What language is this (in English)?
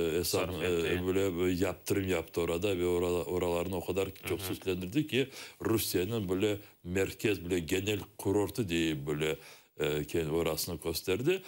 Crimean Tatar